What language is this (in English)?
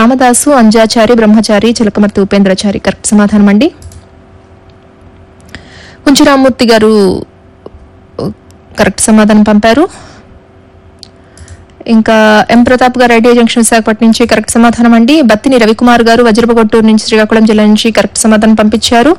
Telugu